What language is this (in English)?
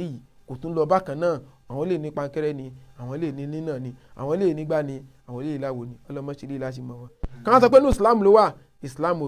Yoruba